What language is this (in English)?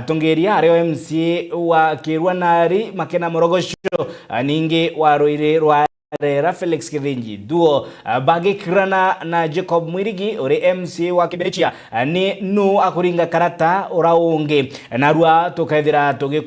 Meru